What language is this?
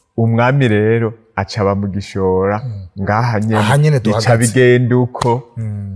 Rundi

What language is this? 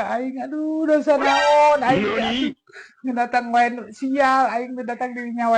Sundanese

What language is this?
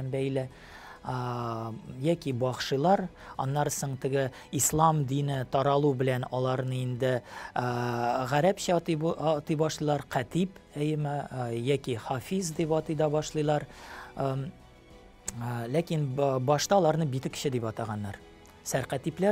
Tatar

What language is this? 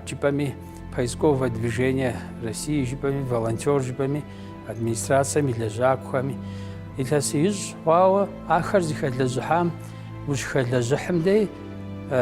Kabardian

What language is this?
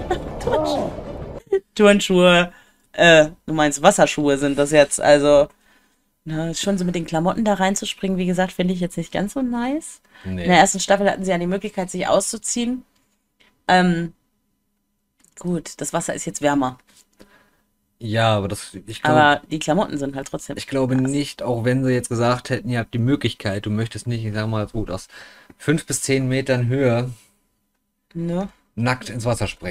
German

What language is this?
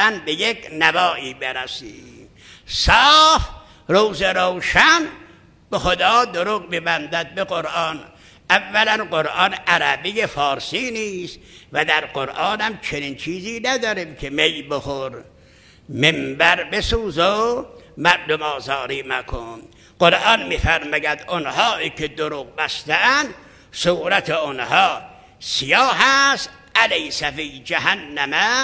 Persian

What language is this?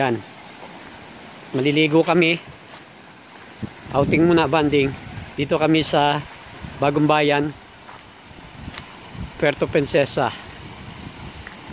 Filipino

